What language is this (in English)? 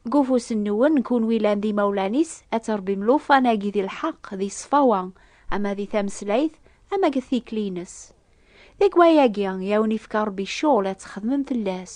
Kabyle